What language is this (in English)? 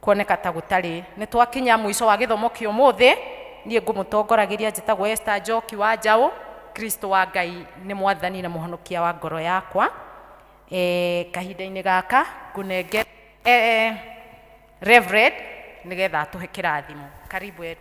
Kikuyu